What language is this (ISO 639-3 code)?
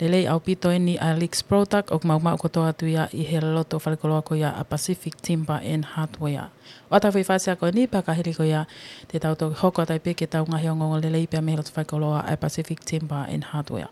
ton